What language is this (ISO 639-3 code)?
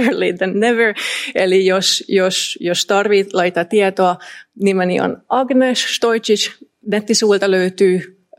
fin